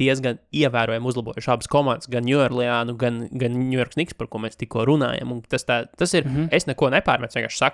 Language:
Latvian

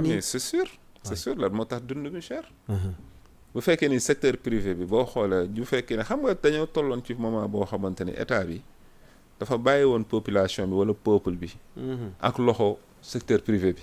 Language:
Wolof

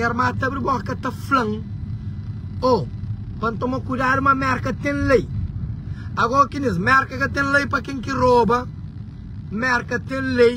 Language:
Kabuverdianu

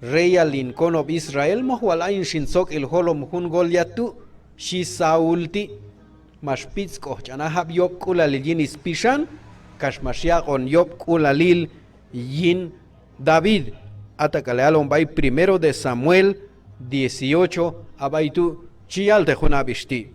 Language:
Q'anjob'al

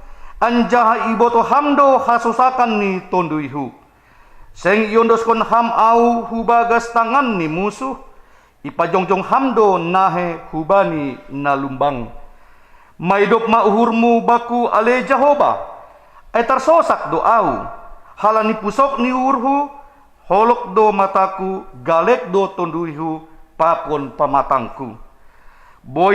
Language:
Batak Simalungun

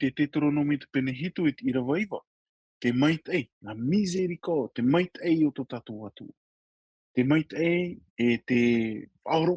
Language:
Tahitian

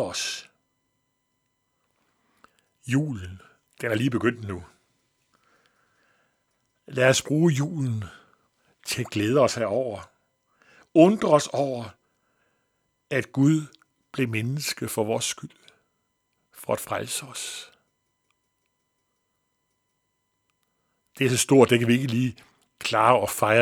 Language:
Danish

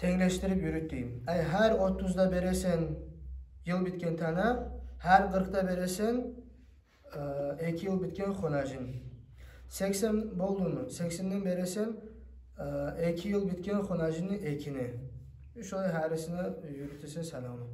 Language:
Kumyk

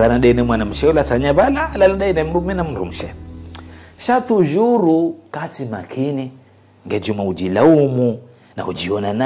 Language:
Ngazidja Comorian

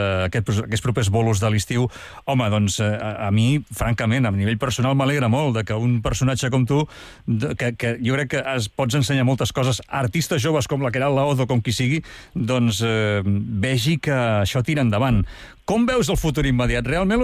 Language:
Catalan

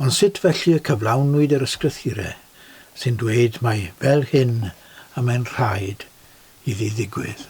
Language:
Welsh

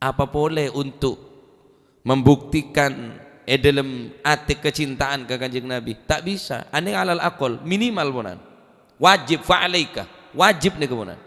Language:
Madurese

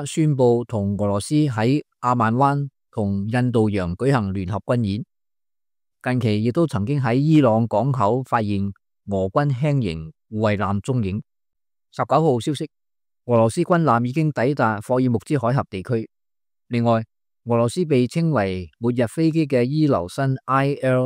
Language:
Cantonese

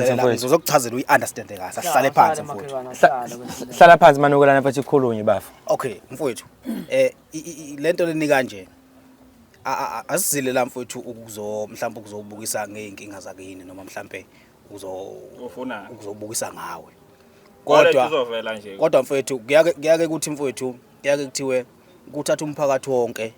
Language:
Zulu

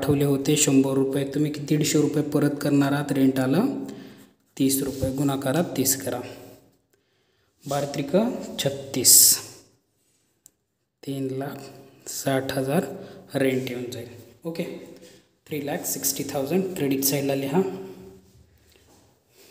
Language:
Marathi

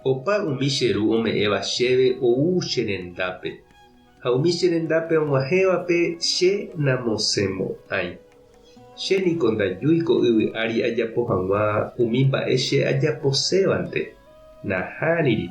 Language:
Guarani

